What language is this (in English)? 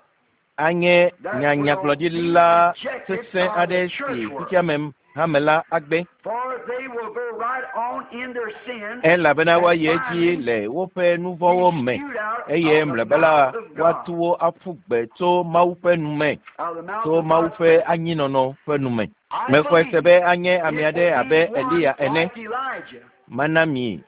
Ewe